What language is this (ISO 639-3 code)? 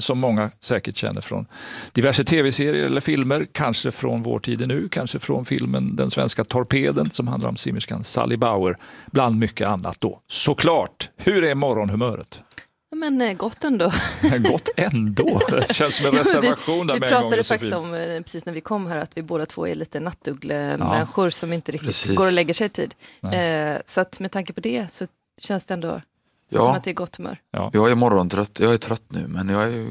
swe